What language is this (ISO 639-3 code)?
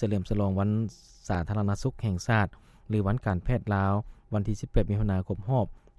lao